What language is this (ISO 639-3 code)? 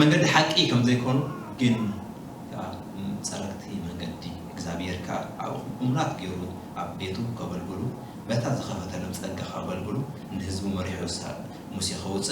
tir